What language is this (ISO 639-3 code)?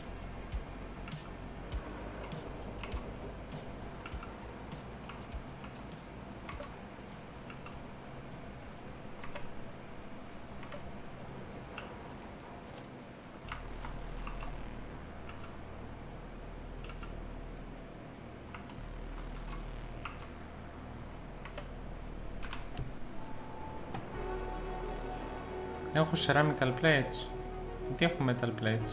ell